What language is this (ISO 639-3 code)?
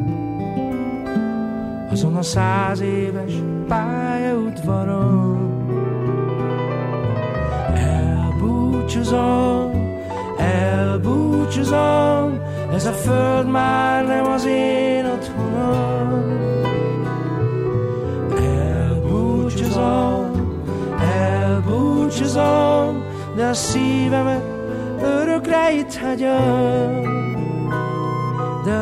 hun